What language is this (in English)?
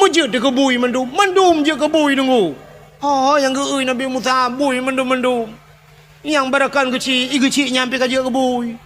Achinese